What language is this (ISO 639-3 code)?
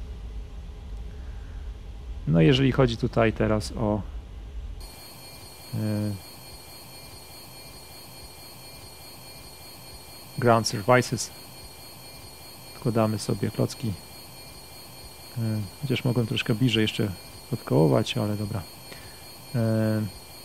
pol